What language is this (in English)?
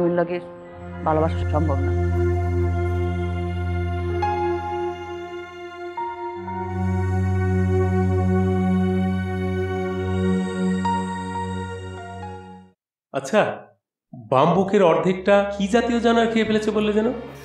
Bangla